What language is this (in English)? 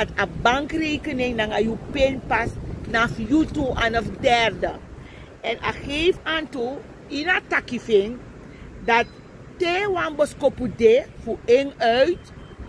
Sranan Tongo